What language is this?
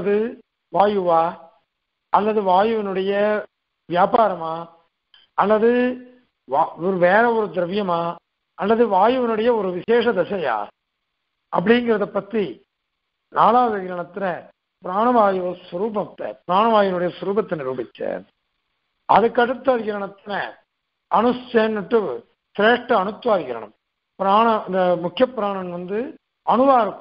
Tamil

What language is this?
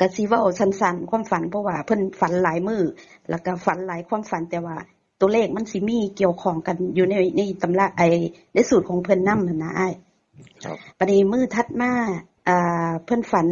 Northeastern Thai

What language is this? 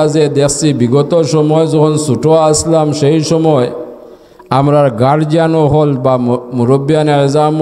Sylheti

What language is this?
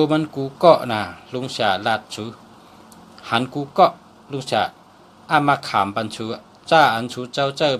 Shan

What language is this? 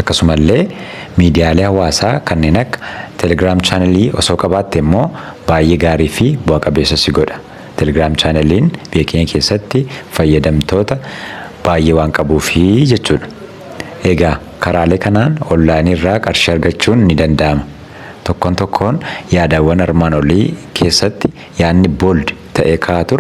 Oromo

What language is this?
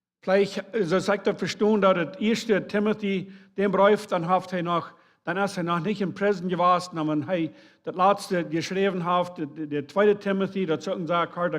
Plautdietsch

